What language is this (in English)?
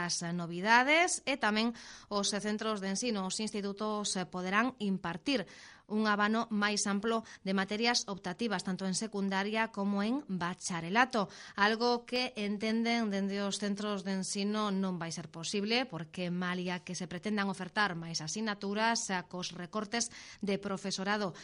Galician